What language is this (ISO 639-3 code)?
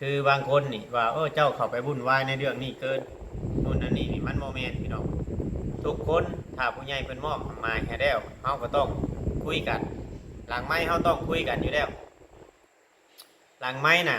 lao